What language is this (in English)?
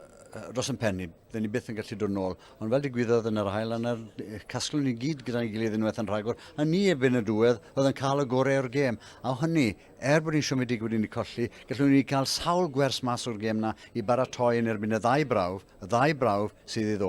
Welsh